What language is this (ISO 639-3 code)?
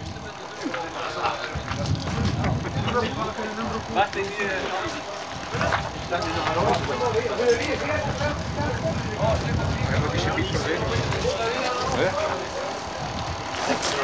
nld